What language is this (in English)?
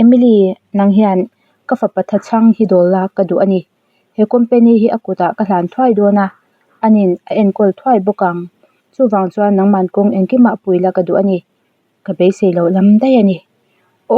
Mizo